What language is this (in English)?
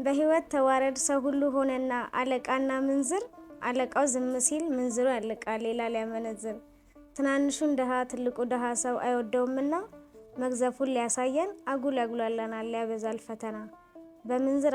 Amharic